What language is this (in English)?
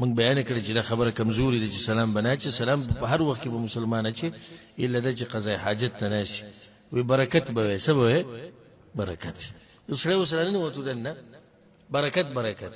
Pashto